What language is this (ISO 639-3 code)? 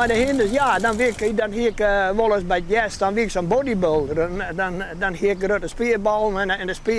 fry